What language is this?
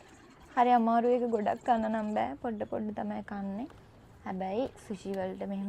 Sinhala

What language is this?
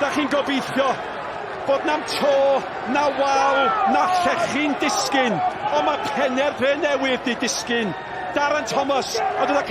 Welsh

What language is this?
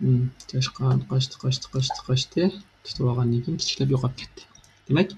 Uyghur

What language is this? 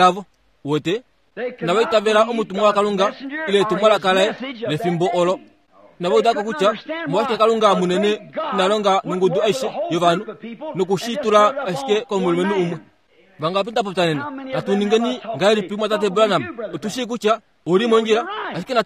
Kuanyama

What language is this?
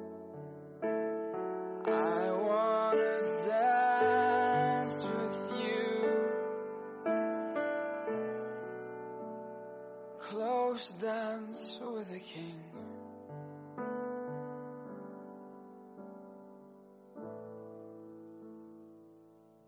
Afrikaans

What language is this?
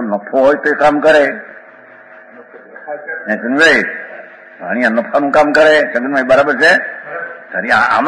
Gujarati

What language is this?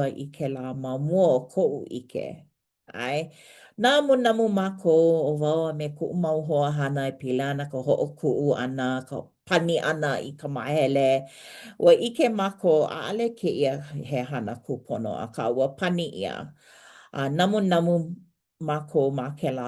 Hawaiian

